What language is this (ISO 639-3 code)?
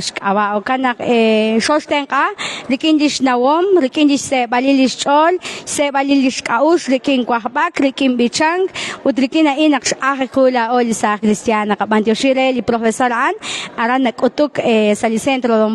kek